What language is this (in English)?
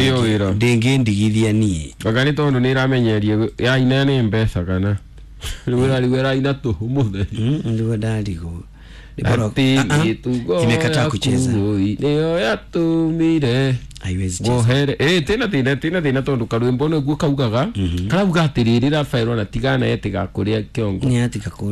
Kikuyu